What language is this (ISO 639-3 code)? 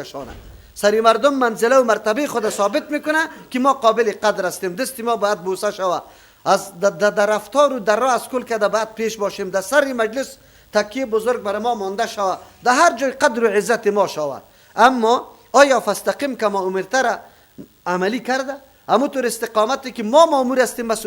fas